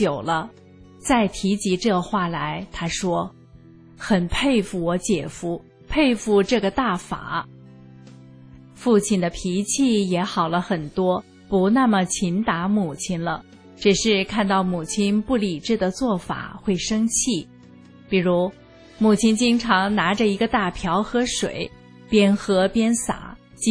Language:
Chinese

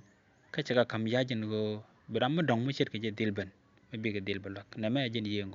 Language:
Nuer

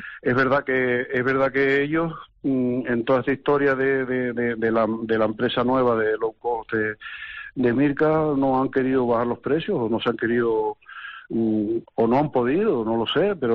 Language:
Spanish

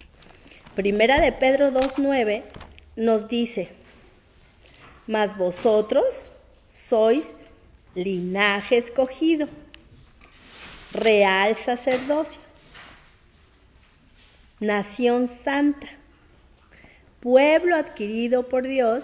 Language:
Spanish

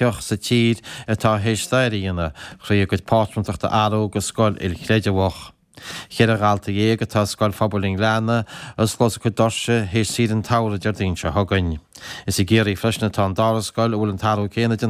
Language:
Irish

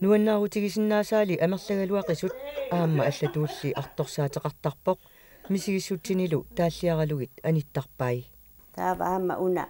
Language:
Kalaallisut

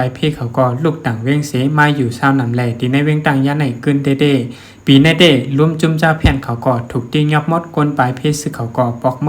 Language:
Shan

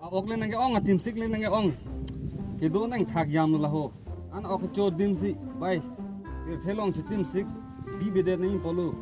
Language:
Karbi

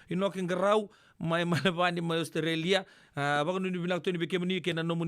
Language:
Fijian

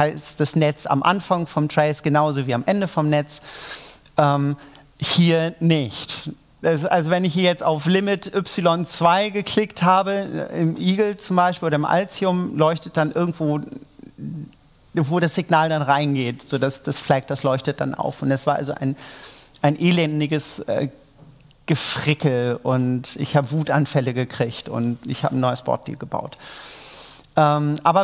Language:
German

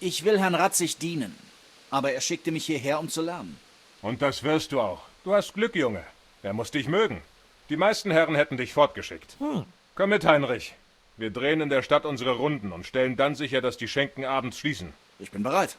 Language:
Bavarian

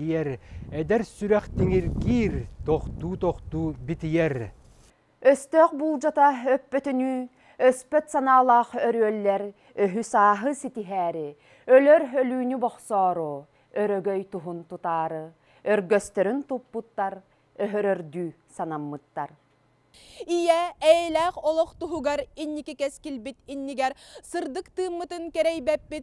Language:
Yakut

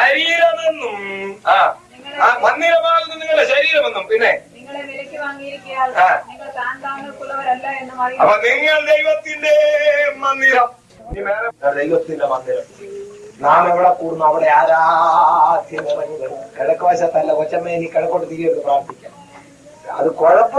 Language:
Malayalam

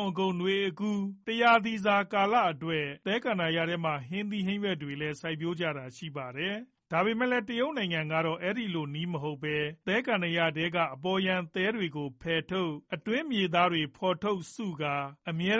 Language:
Burmese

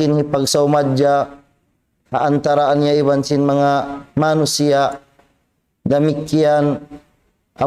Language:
Tausug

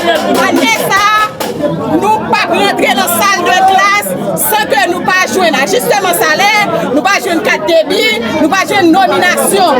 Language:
Haitian Creole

